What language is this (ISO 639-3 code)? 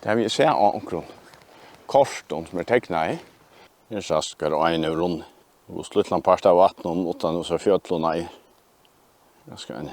fao